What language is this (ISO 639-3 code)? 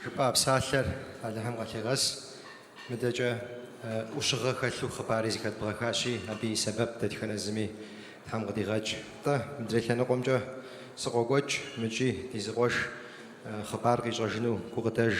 kbd